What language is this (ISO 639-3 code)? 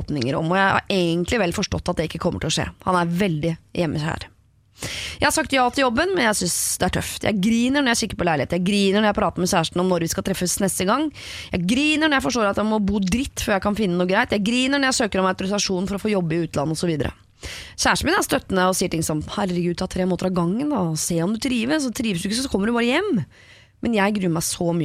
nor